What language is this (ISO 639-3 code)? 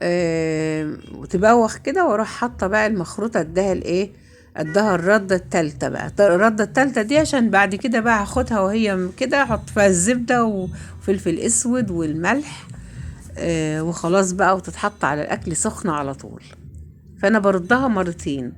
arz